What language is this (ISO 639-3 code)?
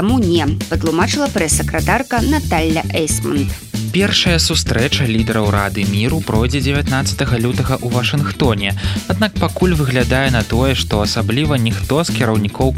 bel